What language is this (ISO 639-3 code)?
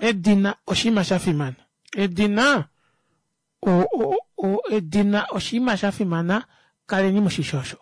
kua